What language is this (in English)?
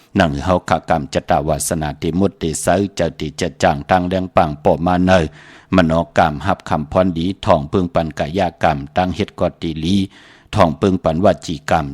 Shan